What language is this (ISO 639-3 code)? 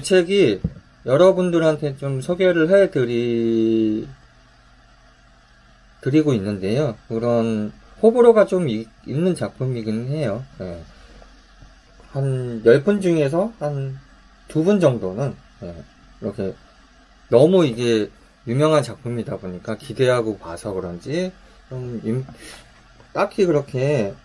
kor